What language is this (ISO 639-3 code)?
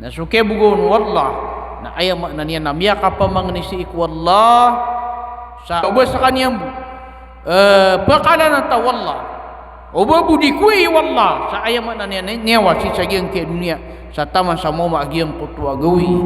mrw